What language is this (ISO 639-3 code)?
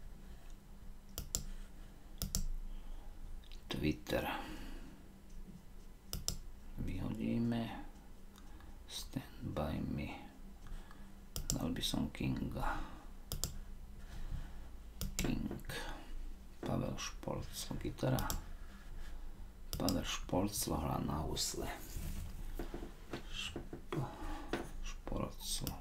slk